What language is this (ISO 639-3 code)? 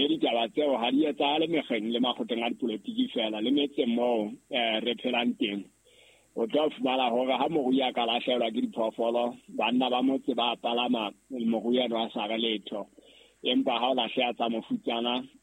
sot